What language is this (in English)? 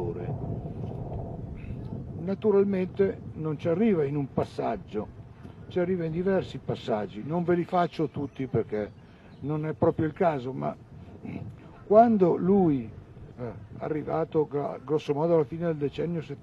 Italian